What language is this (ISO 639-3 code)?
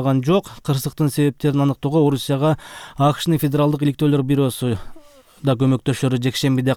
kir